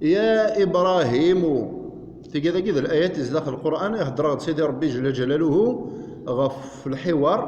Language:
Kabyle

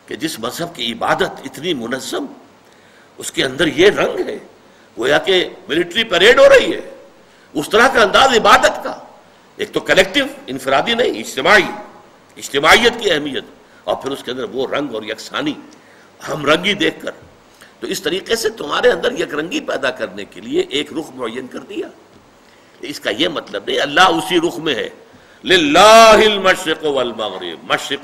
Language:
Urdu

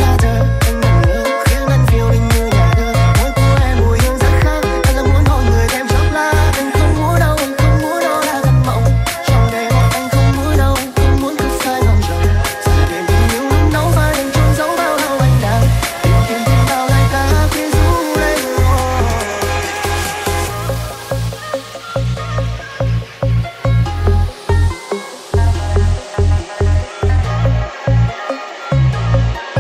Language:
Vietnamese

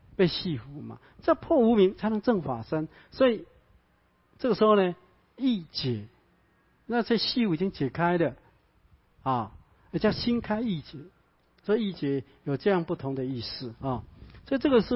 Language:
Chinese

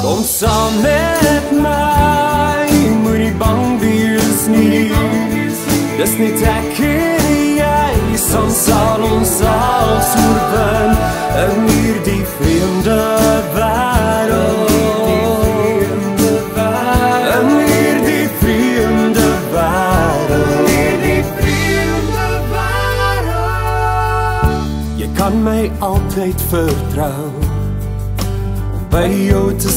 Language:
Afrikaans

